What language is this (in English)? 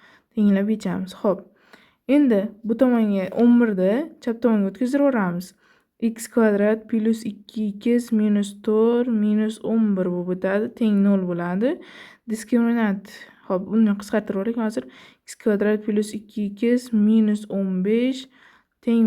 Uzbek